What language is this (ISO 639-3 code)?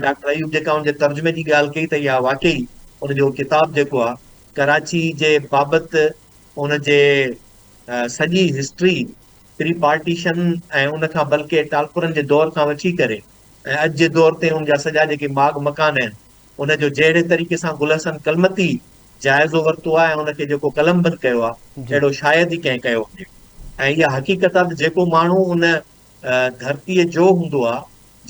snd